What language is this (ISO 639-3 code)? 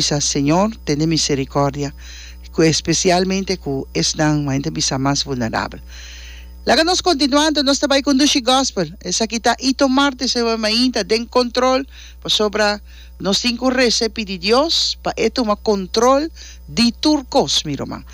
pap